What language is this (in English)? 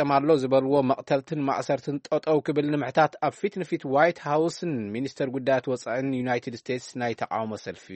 Tigrinya